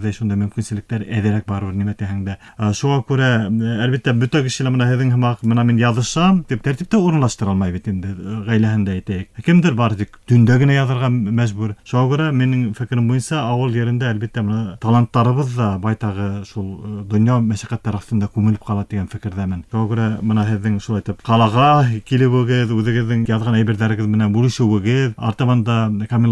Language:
Bashkir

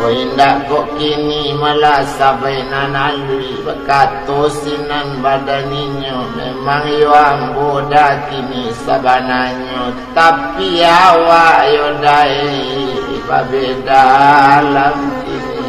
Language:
Minangkabau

